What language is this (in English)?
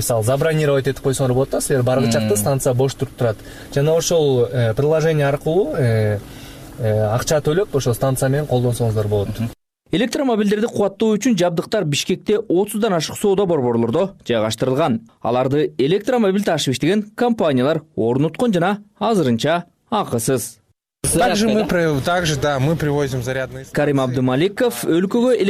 Kyrgyz